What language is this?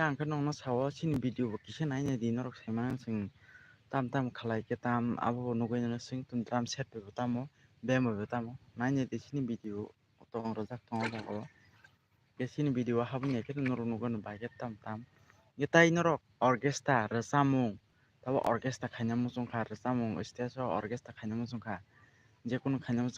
Kok Borok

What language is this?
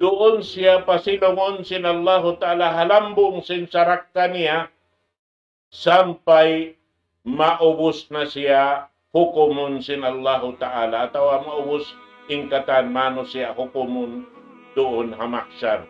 Tausug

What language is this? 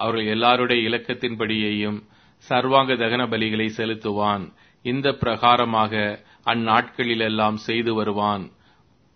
Tamil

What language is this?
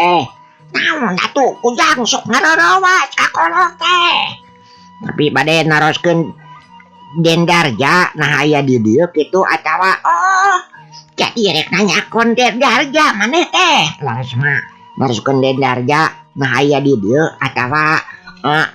Sundanese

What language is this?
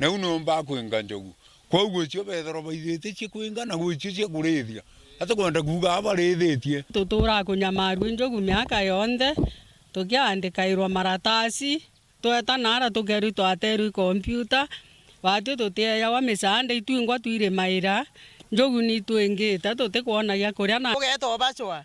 Meru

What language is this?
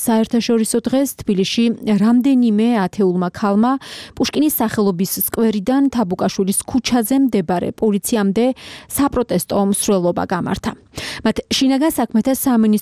Georgian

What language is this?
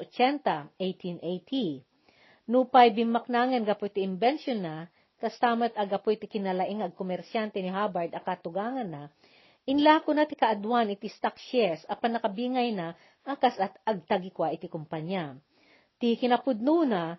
Iloko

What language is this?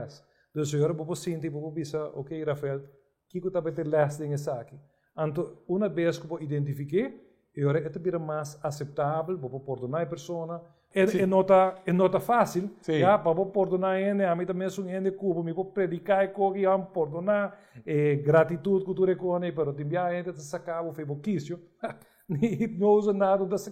Papiamento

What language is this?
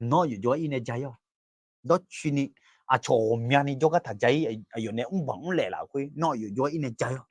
Akha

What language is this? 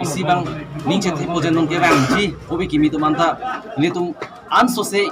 Karbi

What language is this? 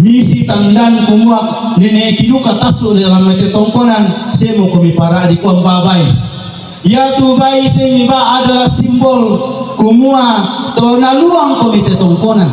Toraja-Sa'dan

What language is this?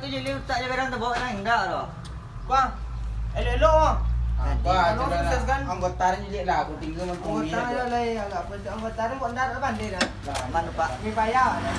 Minangkabau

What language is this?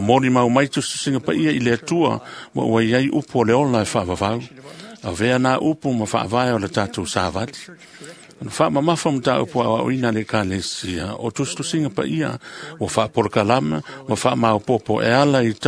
Samoan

